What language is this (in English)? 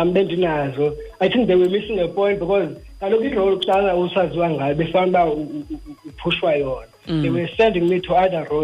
Xhosa